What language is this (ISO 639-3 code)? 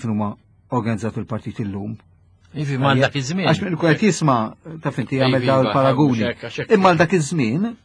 mlt